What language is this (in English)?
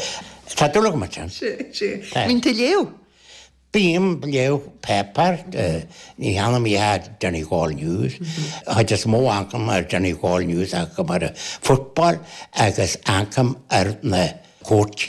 Irish